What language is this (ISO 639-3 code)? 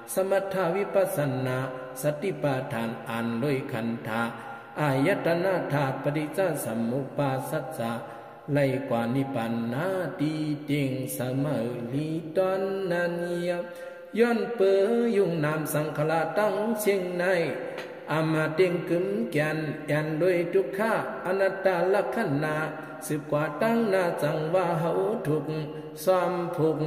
shn